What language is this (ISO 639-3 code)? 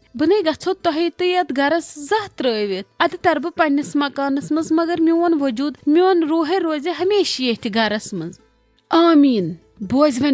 kas